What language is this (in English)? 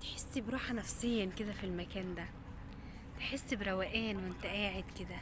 Egyptian Arabic